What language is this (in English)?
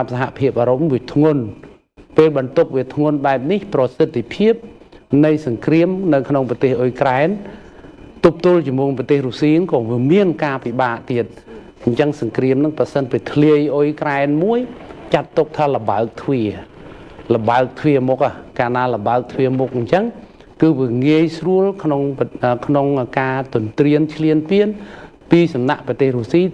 Khmer